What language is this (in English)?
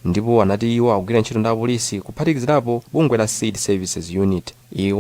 Nyanja